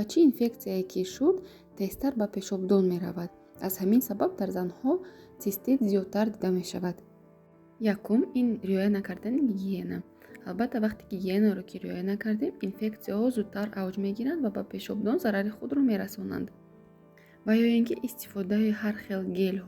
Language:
Tajik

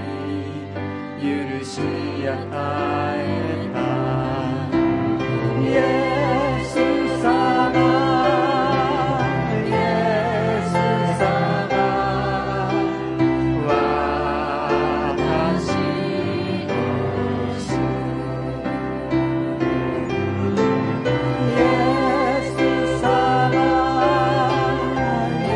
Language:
Japanese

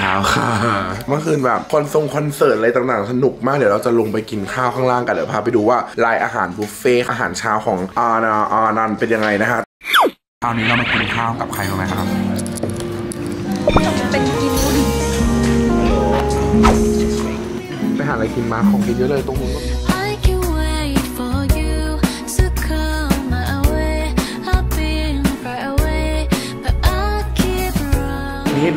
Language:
Thai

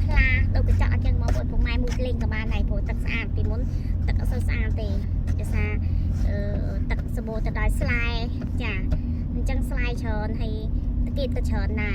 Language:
Khmer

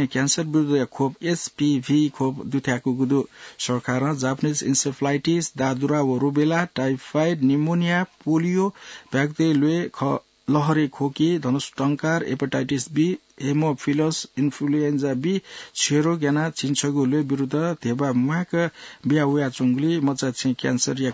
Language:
Newari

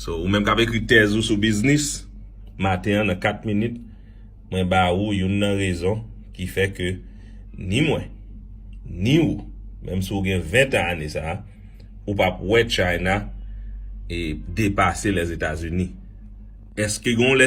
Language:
Haitian Creole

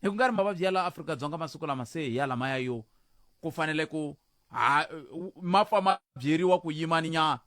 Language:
Tsonga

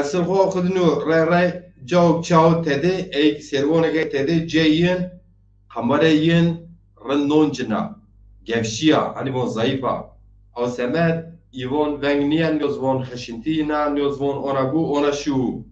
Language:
Zaza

